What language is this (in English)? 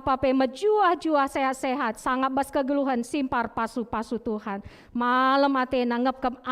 Batak Karo